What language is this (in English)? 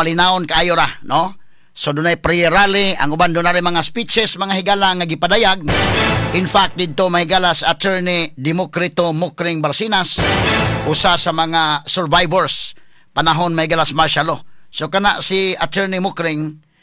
Cebuano